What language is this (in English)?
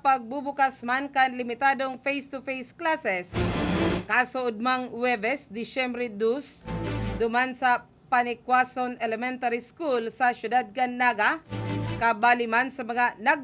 Bikol